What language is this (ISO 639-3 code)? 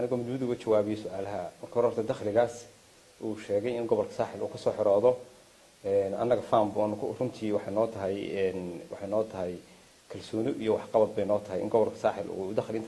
som